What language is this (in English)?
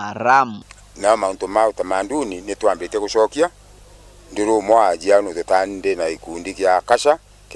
Meru